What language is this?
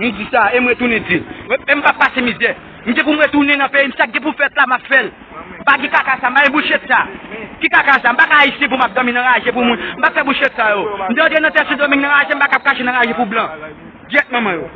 Haitian Creole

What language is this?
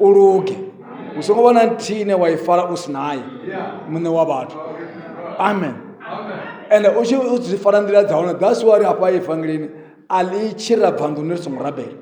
Venda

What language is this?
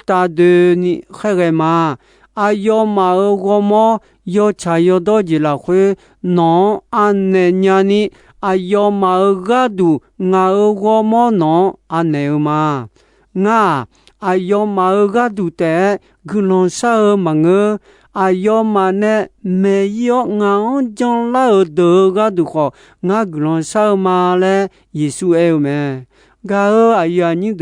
Akha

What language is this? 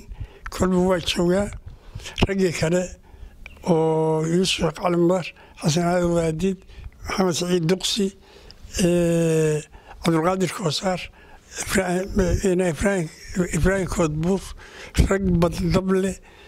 Somali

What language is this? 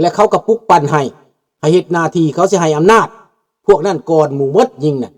Lao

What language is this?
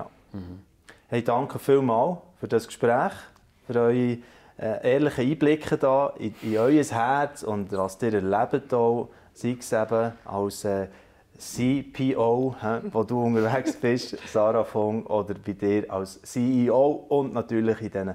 Swiss German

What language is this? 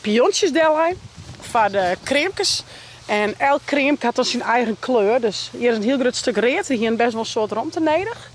Western Frisian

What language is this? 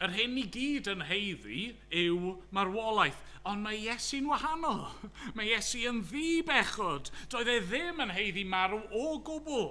Welsh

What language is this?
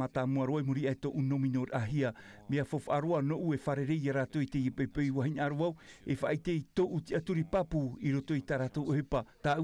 Tahitian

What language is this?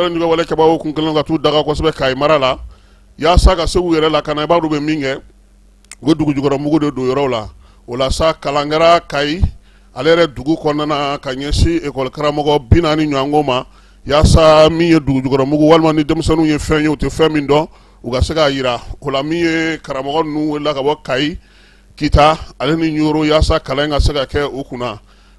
Bambara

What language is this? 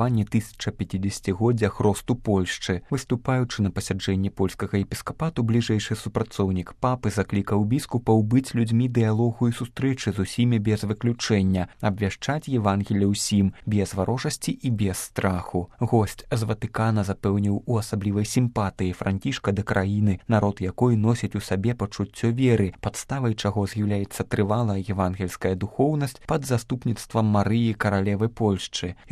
Belarusian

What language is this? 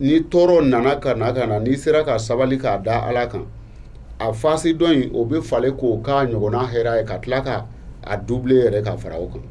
Bambara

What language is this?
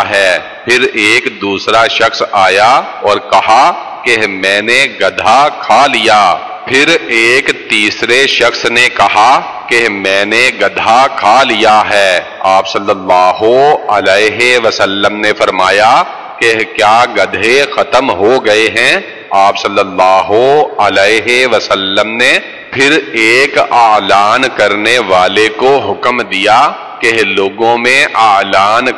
Urdu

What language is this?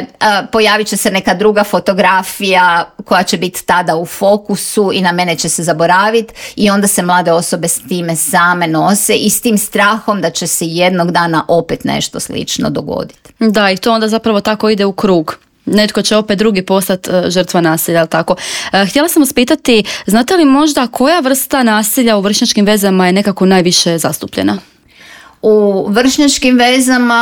Croatian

